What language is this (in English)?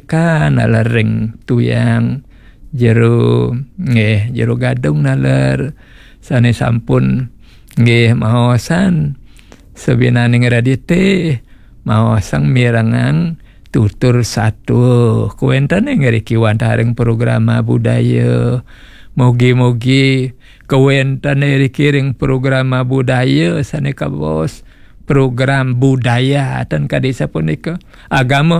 Balinese